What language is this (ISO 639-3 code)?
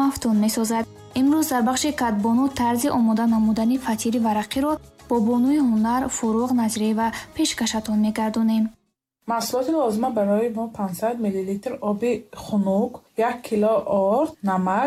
tgk